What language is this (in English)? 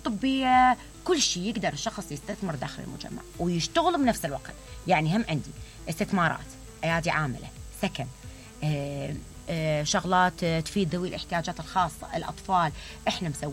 Mesopotamian Arabic